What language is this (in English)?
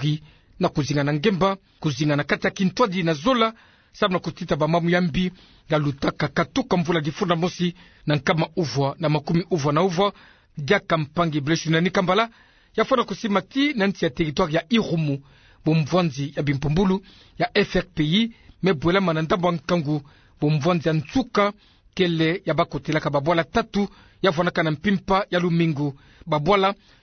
Kituba (Democratic Republic of Congo)